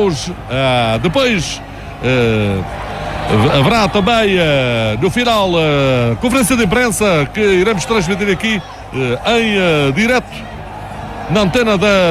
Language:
Portuguese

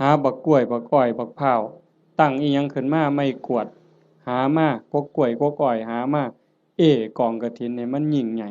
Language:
Northeastern Thai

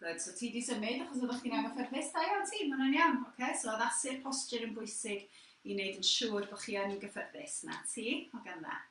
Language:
Welsh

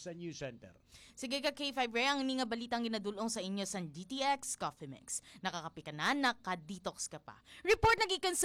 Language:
Hiligaynon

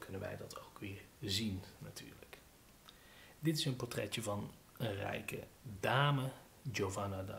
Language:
Dutch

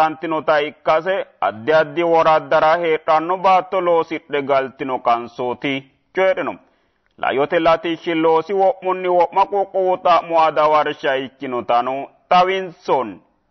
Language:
Sidamo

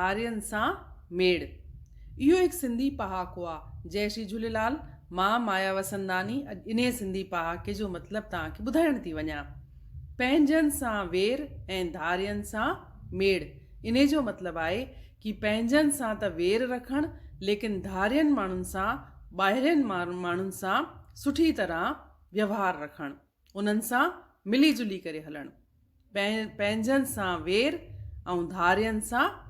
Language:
Sindhi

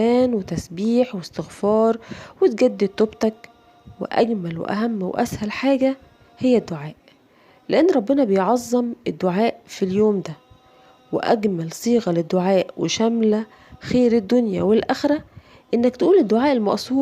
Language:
Egyptian Arabic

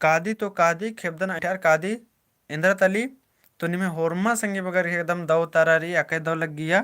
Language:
Kurukh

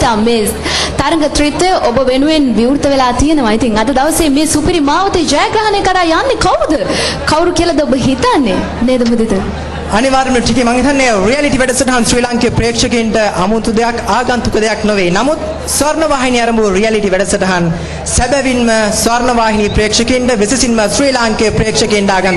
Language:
Sinhala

